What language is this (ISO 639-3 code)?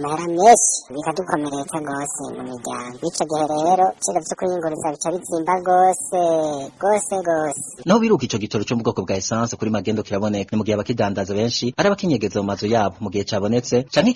run